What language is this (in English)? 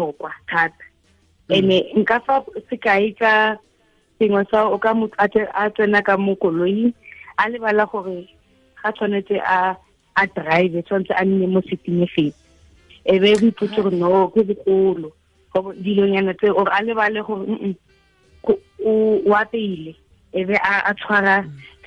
Tswana